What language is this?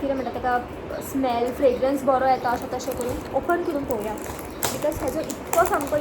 Konkani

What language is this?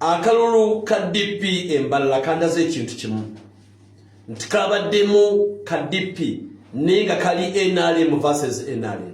Ganda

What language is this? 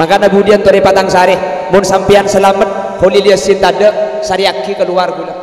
Madurese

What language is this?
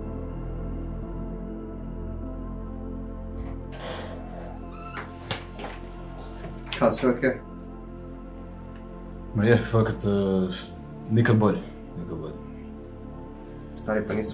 Croatian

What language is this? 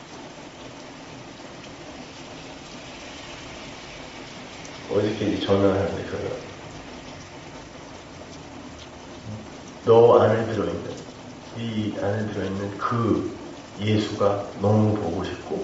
Korean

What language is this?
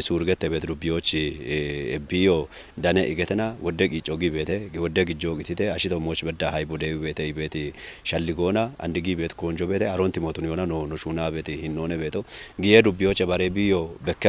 Kafa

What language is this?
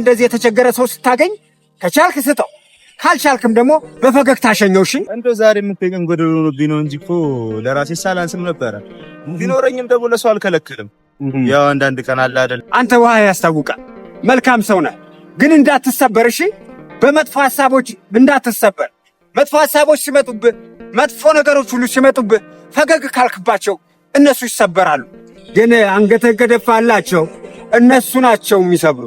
Amharic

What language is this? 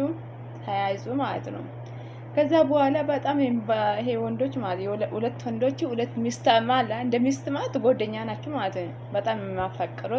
Amharic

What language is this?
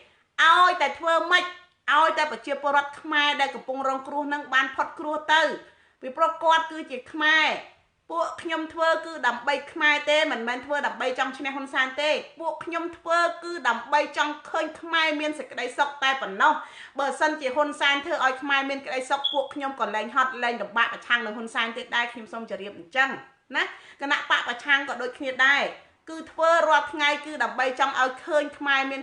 Khmer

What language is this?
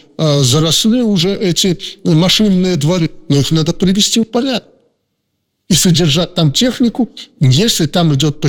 Russian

